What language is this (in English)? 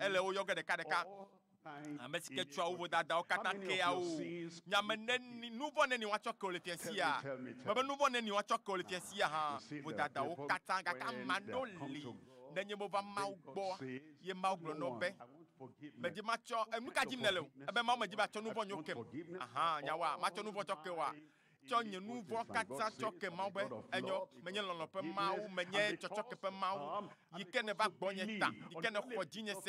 Ewe